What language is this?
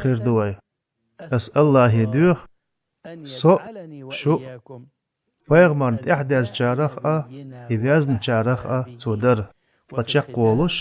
Chechen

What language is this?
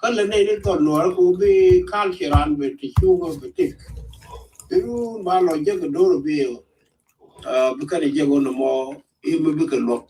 Nuer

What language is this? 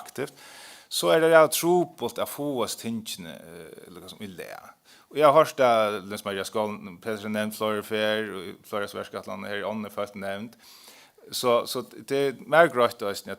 Faroese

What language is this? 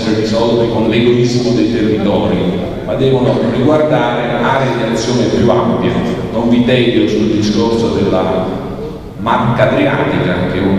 Italian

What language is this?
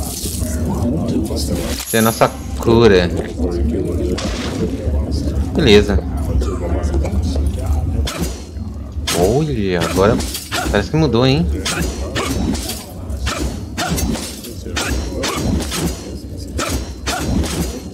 Portuguese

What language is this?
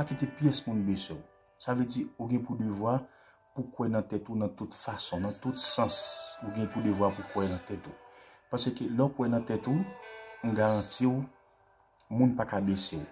Haitian Creole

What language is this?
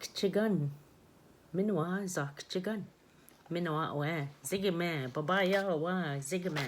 Ojibwa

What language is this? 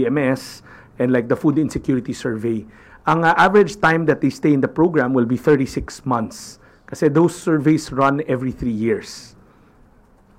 Filipino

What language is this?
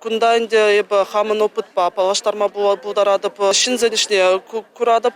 Chuvash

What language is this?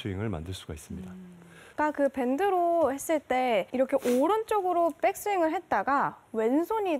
Korean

